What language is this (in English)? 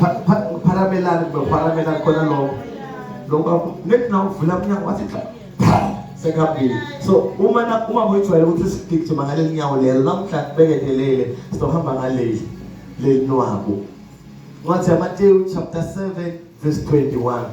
Zulu